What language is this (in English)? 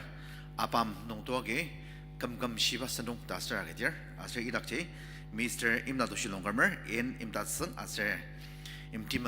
Ao Naga